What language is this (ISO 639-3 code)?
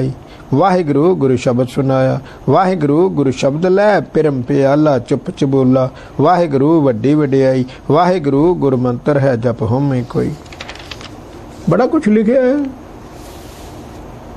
pan